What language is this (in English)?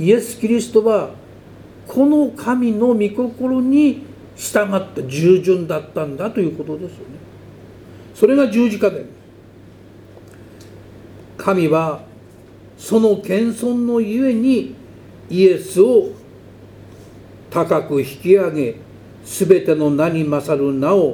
Japanese